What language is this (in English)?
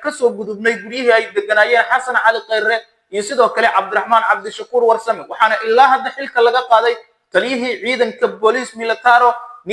Somali